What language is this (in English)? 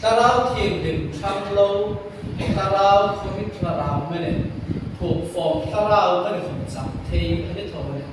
Hmar